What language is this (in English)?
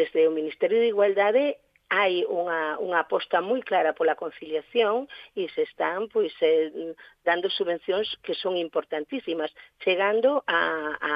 Galician